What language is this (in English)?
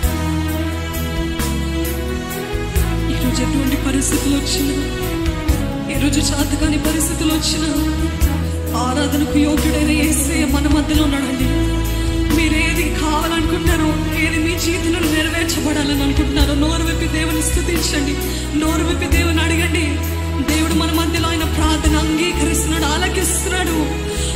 Telugu